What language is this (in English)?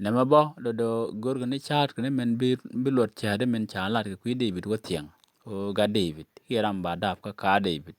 Nuer